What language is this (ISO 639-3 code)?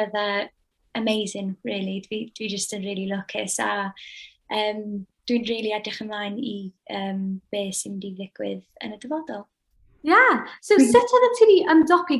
cym